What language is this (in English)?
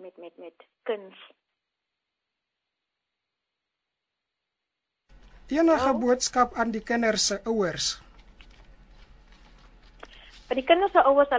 Afrikaans